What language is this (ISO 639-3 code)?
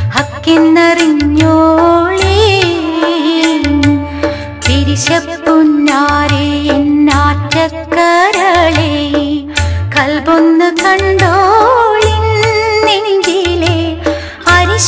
mal